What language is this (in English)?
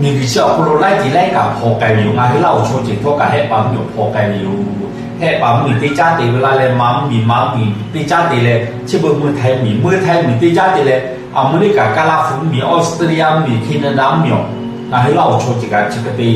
Lahu